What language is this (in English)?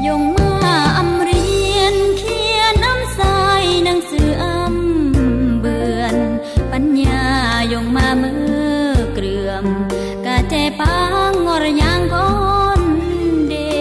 Khmu